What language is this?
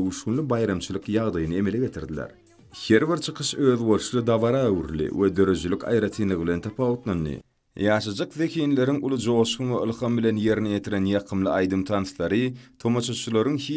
Turkmen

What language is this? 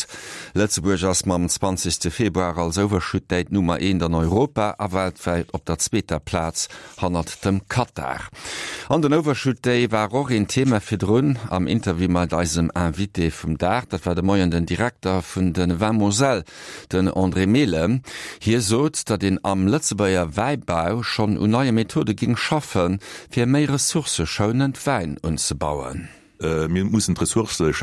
Luxembourgish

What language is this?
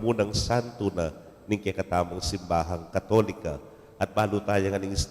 Pampanga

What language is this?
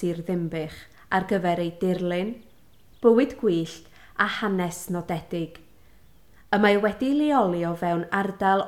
Welsh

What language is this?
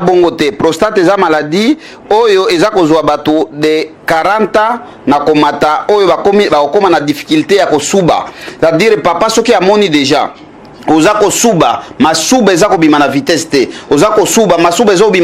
Lingala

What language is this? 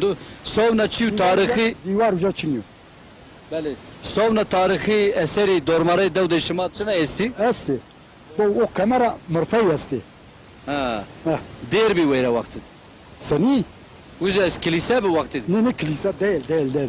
Zaza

